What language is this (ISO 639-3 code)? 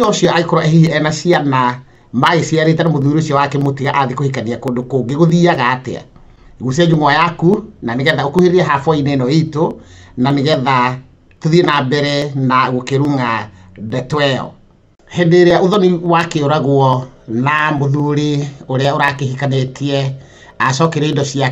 kik